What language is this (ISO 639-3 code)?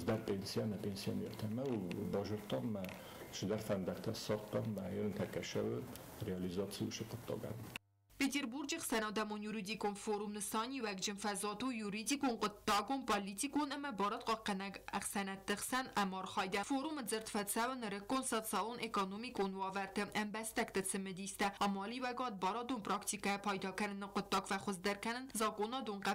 oss